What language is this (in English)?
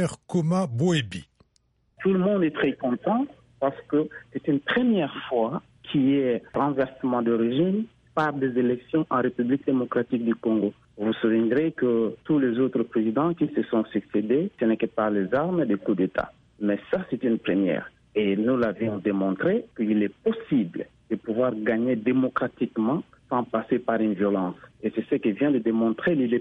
French